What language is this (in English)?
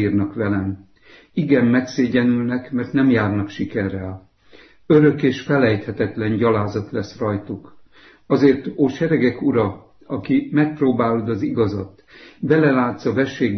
Hungarian